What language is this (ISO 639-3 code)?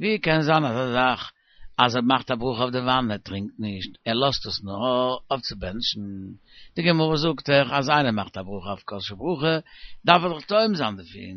yid